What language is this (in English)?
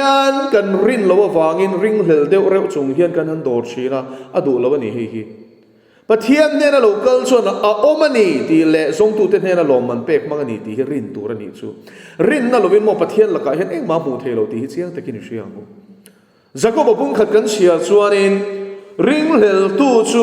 Mizo